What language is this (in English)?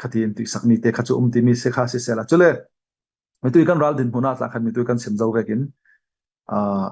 Falam Chin